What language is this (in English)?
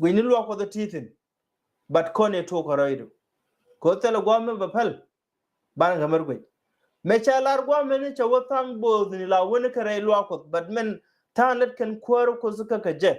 Nuer